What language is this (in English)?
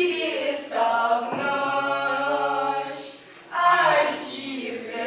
Chuvash